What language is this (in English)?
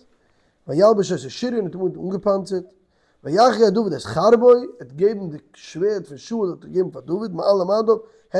Yiddish